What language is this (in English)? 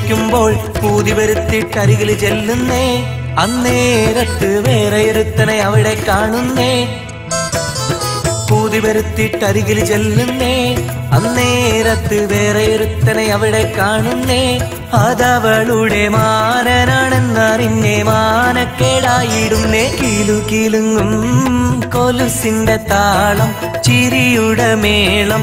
Malayalam